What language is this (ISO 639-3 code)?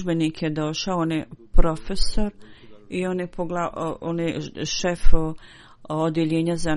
bos